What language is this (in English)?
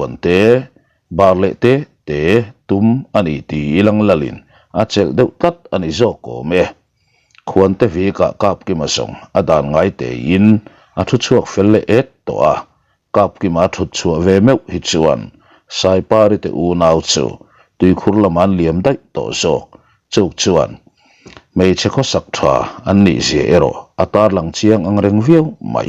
Mizo